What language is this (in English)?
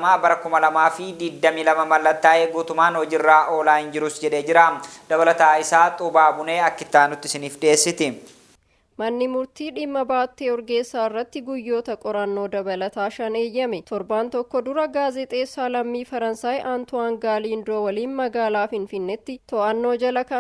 Oromo